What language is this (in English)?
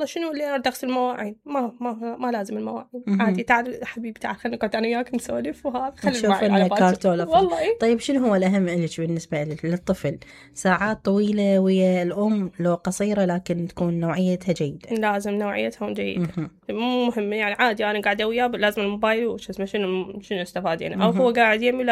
Mesopotamian Arabic